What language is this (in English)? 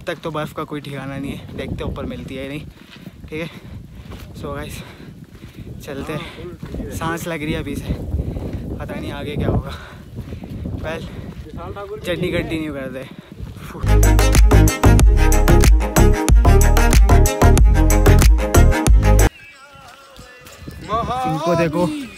Hindi